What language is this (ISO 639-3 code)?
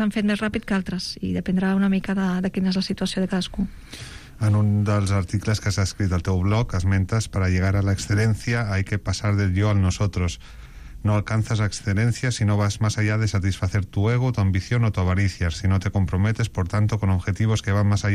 cat